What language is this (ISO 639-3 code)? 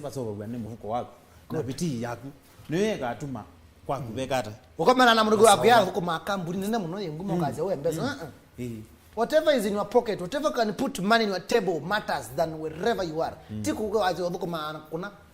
kam